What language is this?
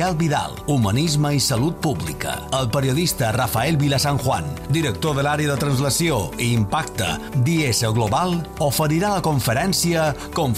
Catalan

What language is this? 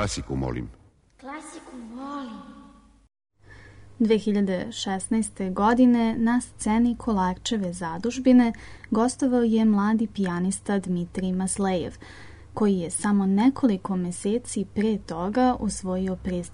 Serbian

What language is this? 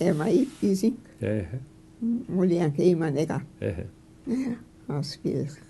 Mi'kmaw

